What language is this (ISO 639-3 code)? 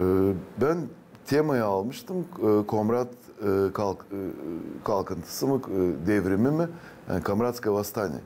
gag